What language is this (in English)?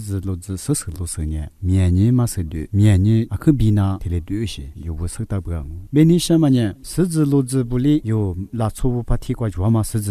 Lisu